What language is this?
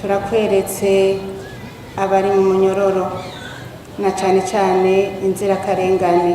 Rundi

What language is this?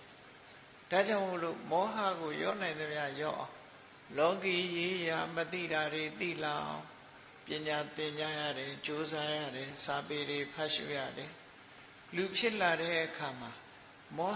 Burmese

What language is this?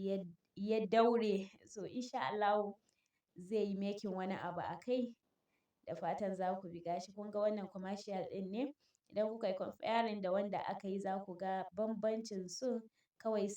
Hausa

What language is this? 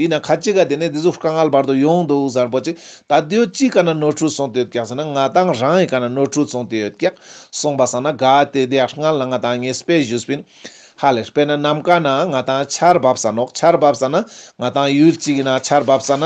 Ladakhi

